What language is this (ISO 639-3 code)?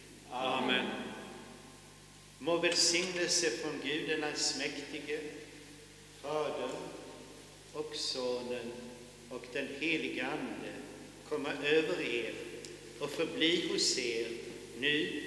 swe